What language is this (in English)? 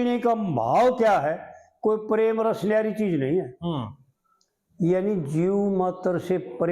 Haryanvi